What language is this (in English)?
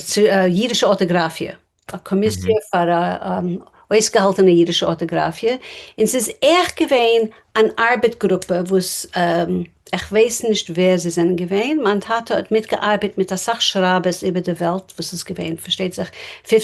Yiddish